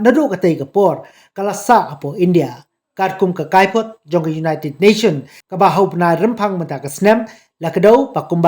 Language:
Khasi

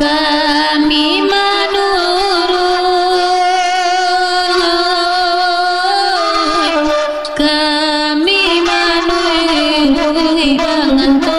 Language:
Minangkabau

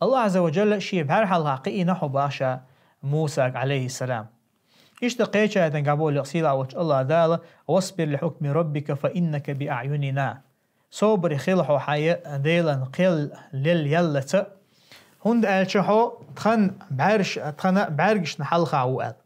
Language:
Chechen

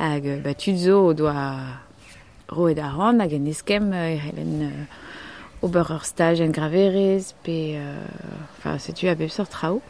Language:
Breton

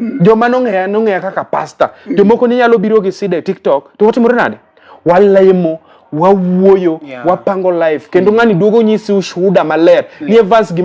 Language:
Luo (Kenya and Tanzania)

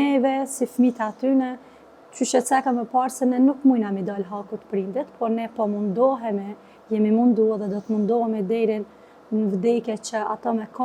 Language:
Albanian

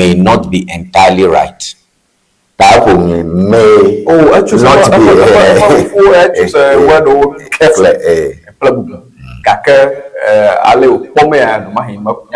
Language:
Ewe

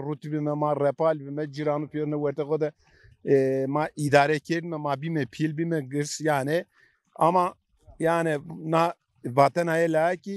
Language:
Zaza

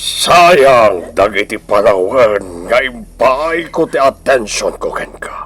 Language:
Iloko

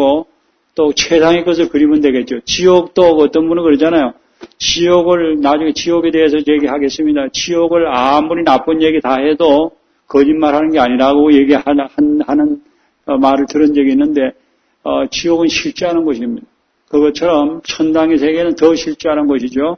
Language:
Korean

